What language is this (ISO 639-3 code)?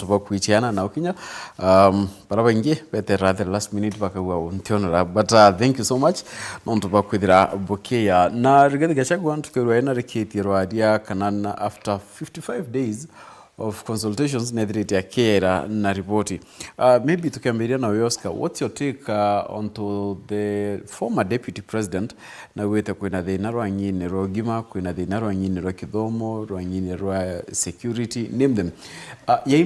mer